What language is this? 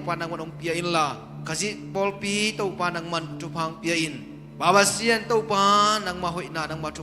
Tedim Chin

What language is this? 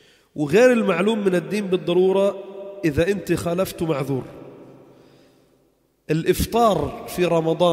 Arabic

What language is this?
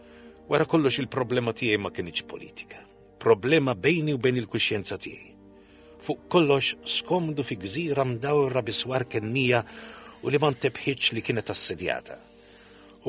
Maltese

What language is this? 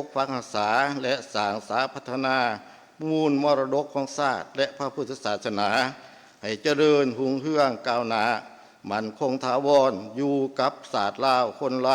Lao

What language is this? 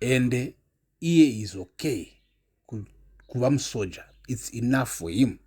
Shona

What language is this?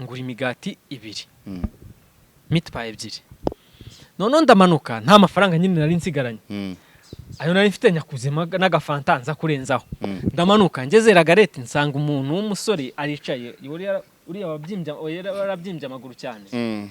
Kinyarwanda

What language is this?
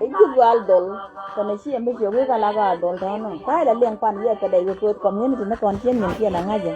Nuer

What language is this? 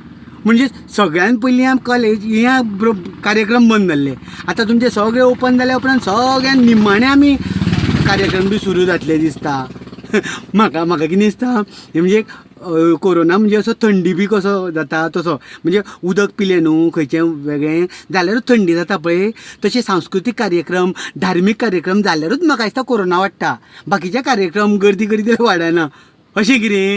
Konkani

